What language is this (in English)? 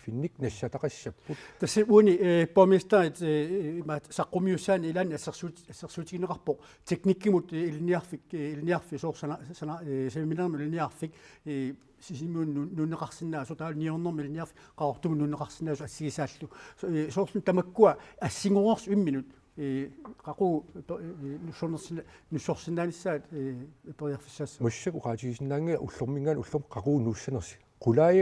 Kalaallisut